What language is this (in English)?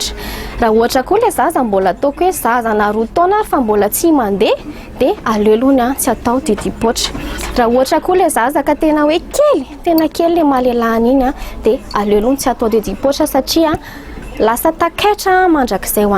Malagasy